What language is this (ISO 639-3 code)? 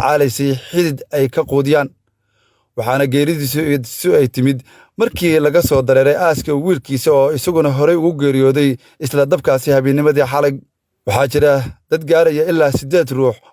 som